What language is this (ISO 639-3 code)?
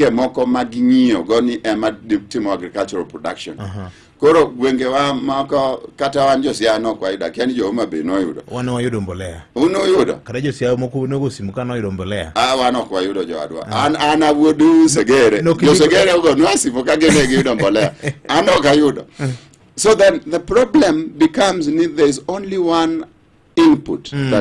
luo